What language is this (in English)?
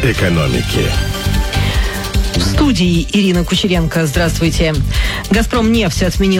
Russian